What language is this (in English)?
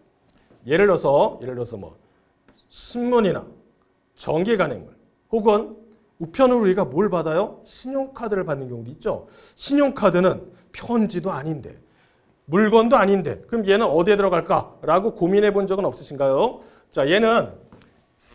Korean